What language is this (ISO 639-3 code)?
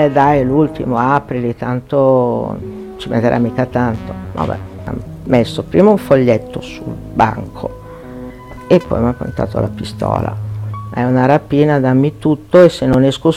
ita